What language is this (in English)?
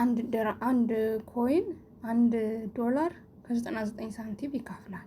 Amharic